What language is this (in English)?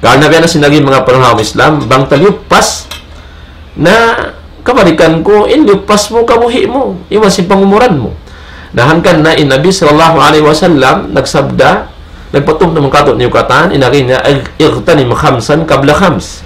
Tausug